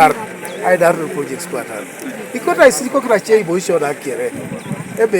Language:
Teso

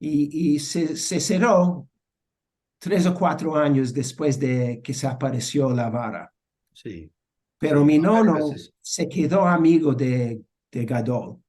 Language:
Ladino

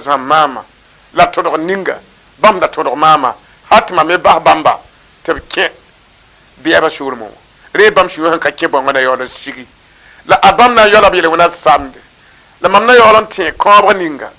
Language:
Mossi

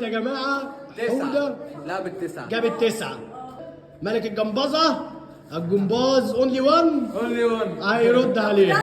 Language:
Egyptian Arabic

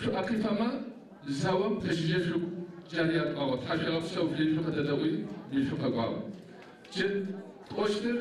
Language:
Adyghe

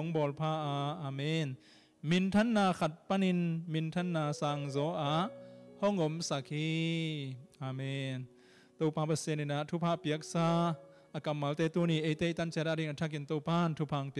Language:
Tedim Chin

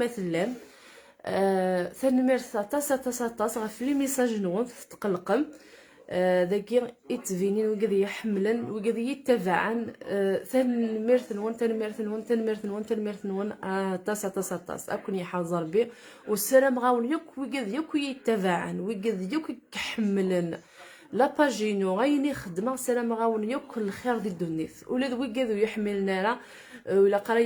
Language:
Kabyle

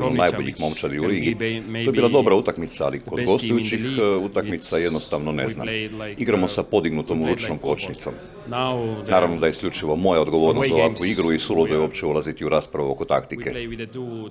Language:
Croatian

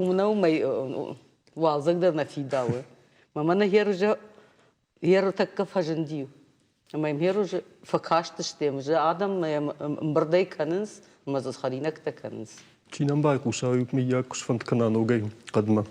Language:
Ossetic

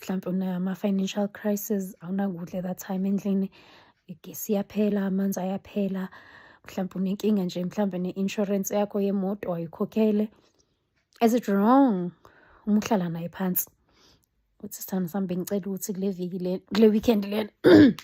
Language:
Zulu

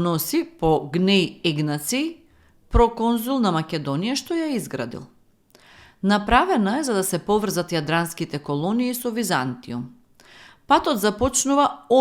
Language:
Macedonian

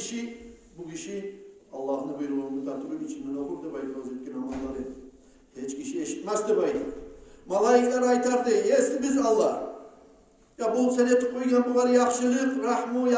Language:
Kumyk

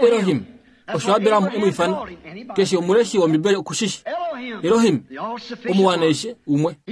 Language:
Kuanyama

